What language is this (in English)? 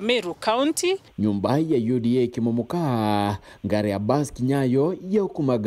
Meru